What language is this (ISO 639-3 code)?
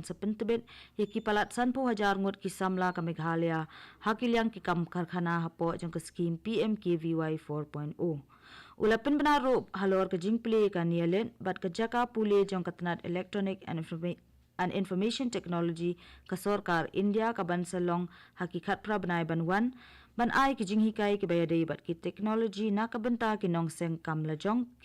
kha